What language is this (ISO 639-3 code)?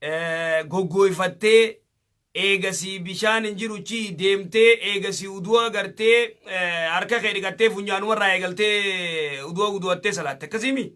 orm